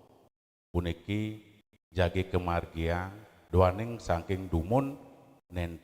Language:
Balinese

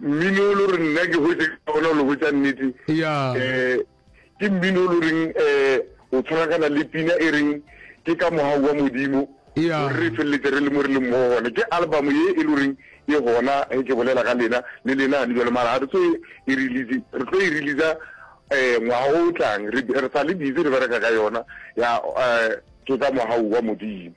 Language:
Northern Sotho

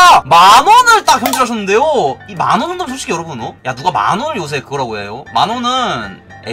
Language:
Korean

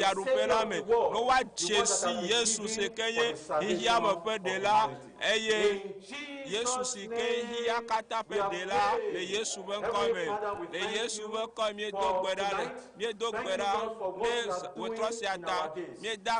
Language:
Ewe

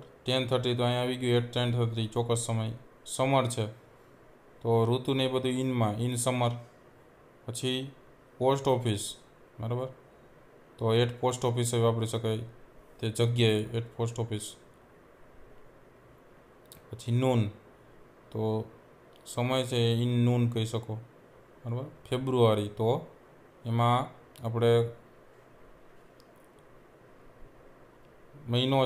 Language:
Gujarati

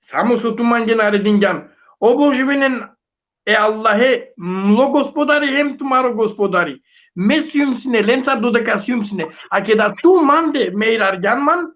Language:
Balkan Romani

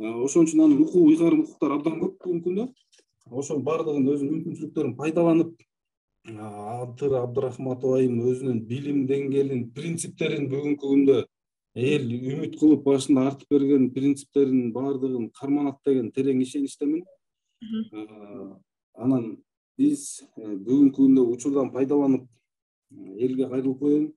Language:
Kyrgyz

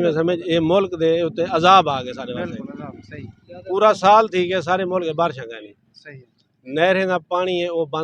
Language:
Saraiki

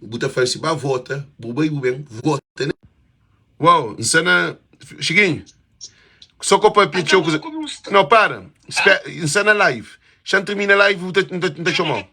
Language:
Kabuverdianu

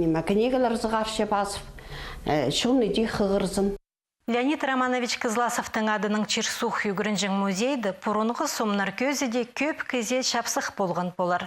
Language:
Khakas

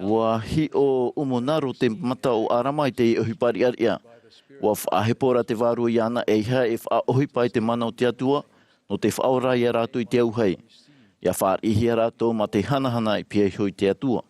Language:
Tahitian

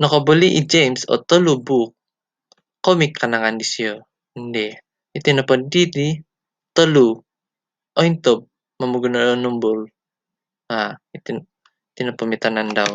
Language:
Central Dusun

